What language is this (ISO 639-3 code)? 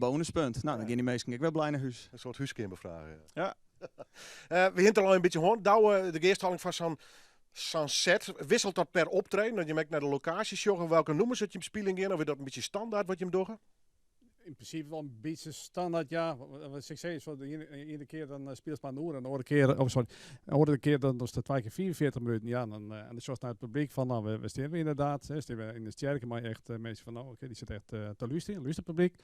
fry